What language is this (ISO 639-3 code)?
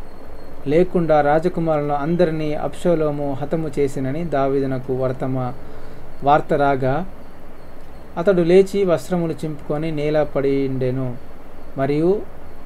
tel